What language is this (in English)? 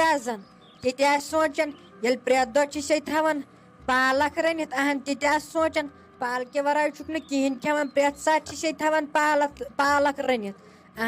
Kashmiri